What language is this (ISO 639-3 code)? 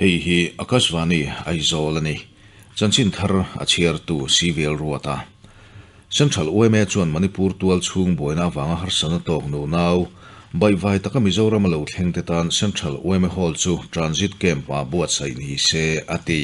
lus